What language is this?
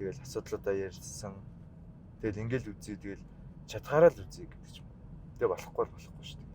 Mongolian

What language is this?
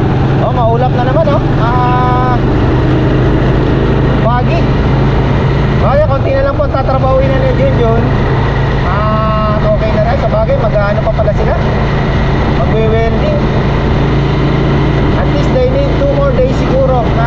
Filipino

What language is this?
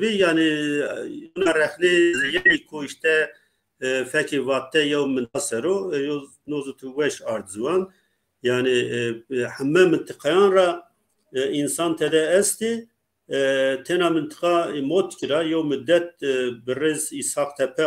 Zaza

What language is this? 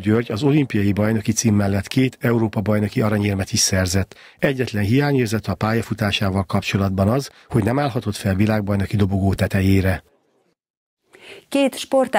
Hungarian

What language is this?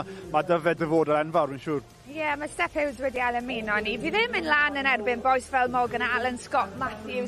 Welsh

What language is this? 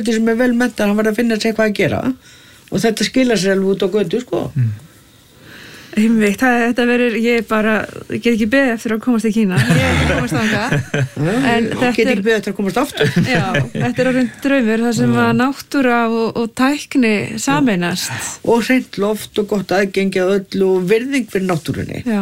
Icelandic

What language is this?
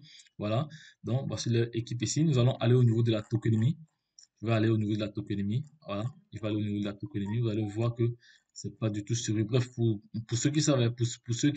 French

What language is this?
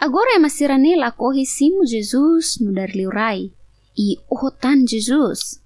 Tetum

